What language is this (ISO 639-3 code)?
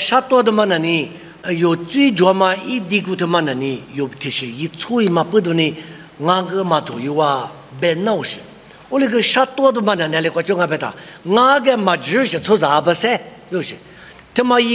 lis